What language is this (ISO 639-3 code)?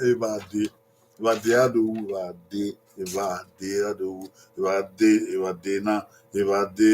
bin